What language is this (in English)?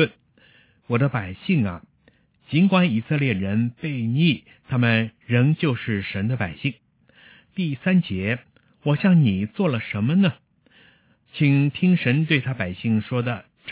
Chinese